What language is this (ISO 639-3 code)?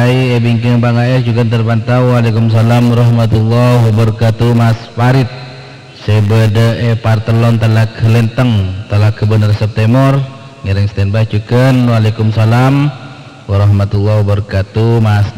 mad